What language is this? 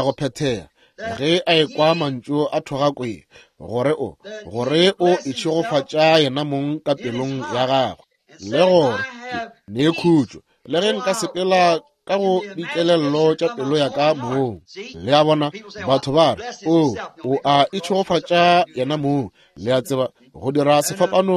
Northern Sotho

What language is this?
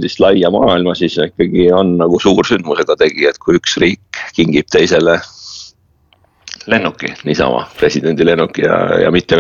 Estonian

